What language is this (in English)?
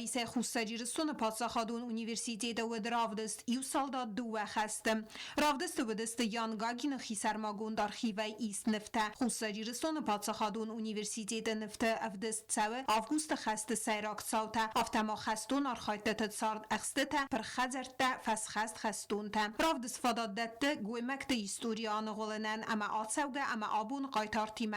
Ossetic